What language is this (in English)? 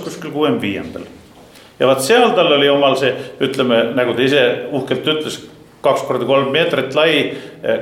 Estonian